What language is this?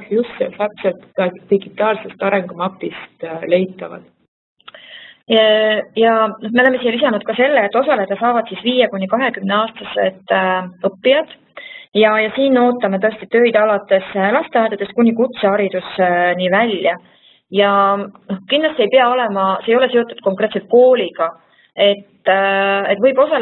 Estonian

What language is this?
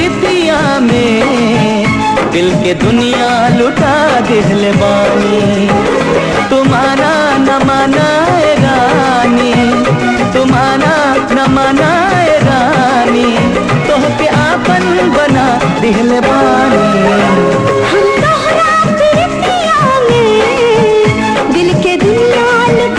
Bhojpuri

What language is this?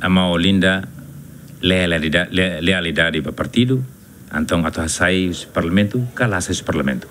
Tetum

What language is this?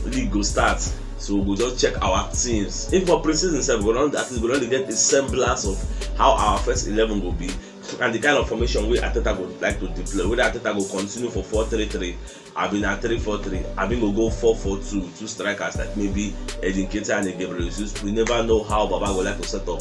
Nigerian Pidgin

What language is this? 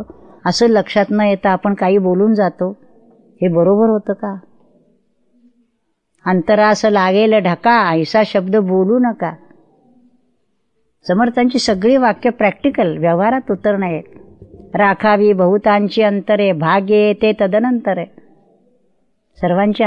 Marathi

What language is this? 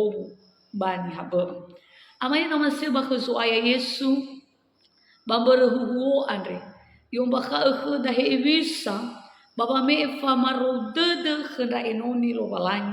Nias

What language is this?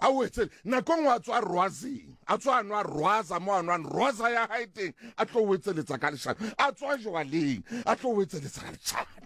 Southern Sotho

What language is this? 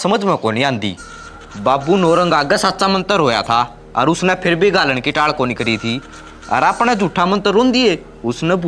Haryanvi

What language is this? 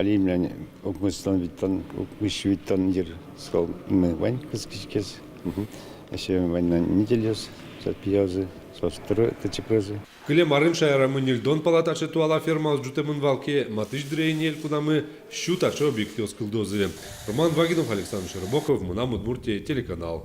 Udmurt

